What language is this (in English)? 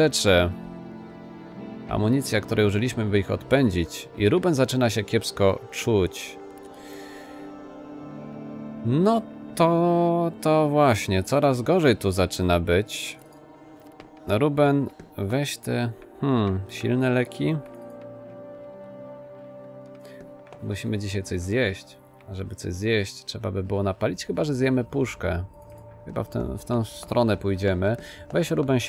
Polish